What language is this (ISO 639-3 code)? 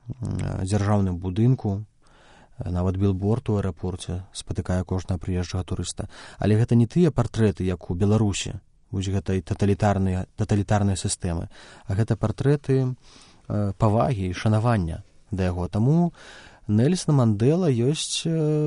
bel